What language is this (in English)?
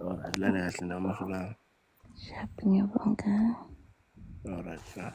Zulu